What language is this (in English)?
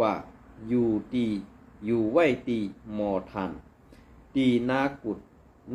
Shan